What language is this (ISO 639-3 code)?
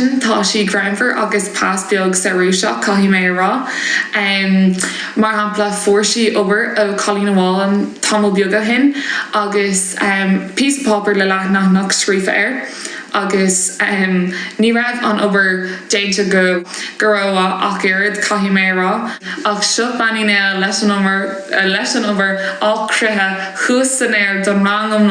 gle